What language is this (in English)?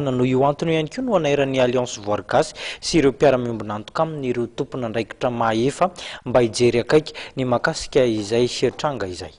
Malagasy